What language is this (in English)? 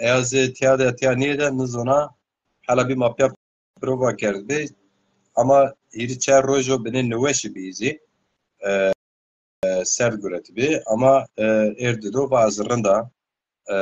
Zaza